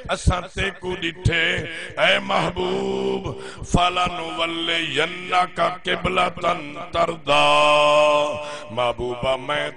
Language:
Saraiki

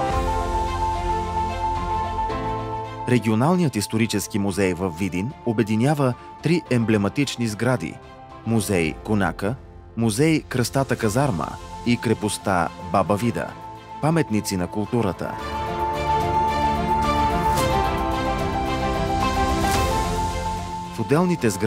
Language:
Bulgarian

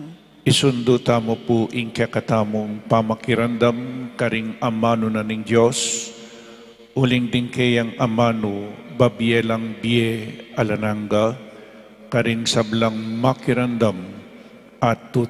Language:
Pampanga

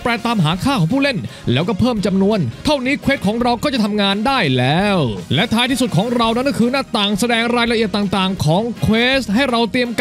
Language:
Thai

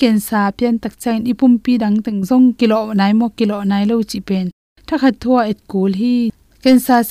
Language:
Tedim Chin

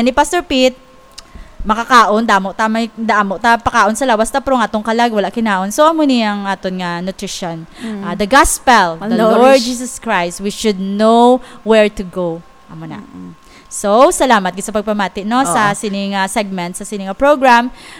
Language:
Hiligaynon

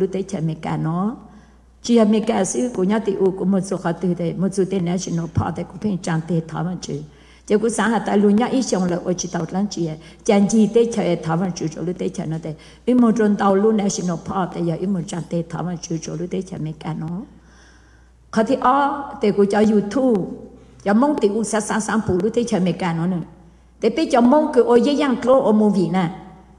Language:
Vietnamese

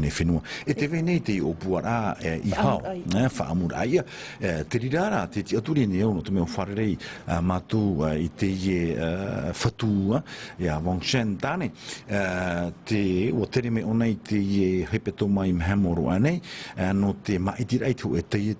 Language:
Tahitian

